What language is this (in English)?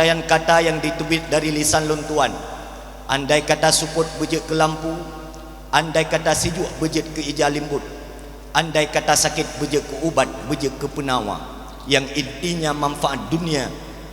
Achinese